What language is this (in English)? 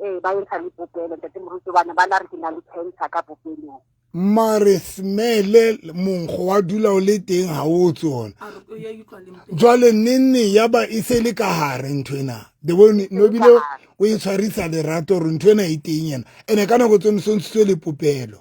Southern Sotho